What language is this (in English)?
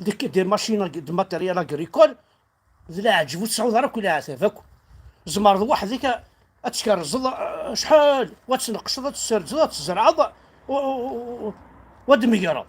Kabyle